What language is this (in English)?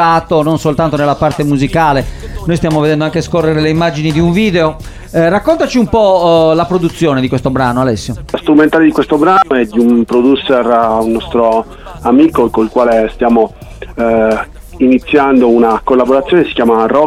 Italian